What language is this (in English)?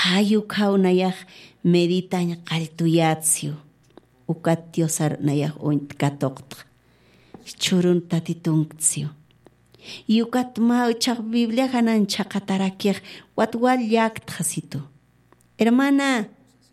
Aymara